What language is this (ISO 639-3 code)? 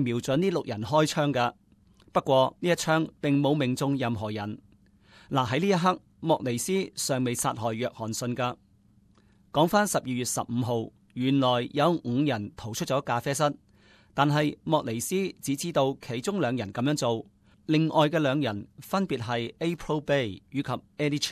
yue